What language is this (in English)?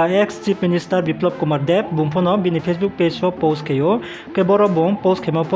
Riang (India)